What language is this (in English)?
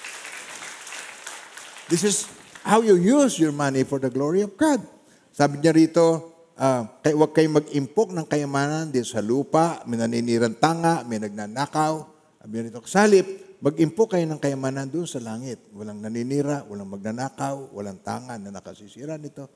Filipino